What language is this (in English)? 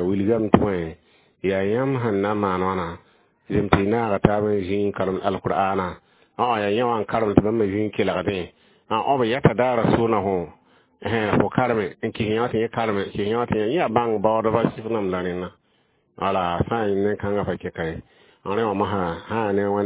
Mossi